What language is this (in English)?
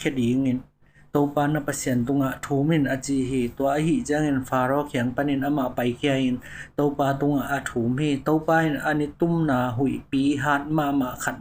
Tedim Chin